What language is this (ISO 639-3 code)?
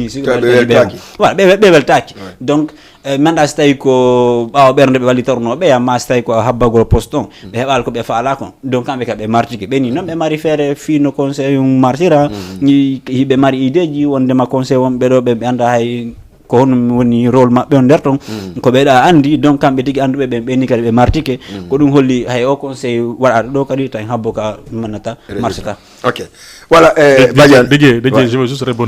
ful